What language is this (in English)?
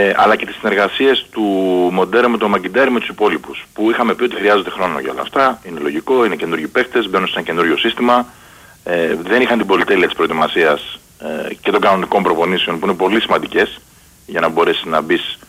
Greek